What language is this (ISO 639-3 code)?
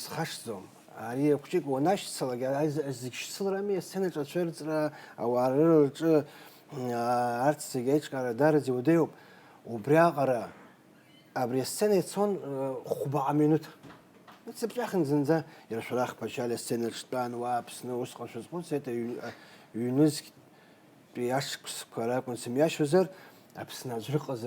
abk